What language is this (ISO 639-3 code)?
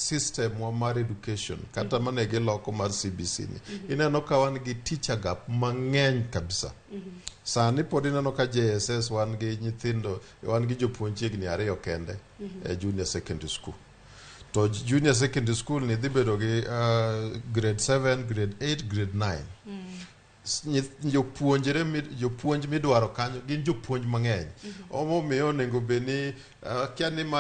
luo